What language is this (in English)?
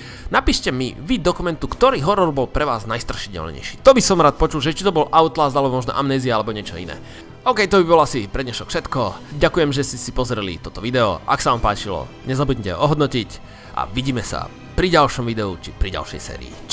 Slovak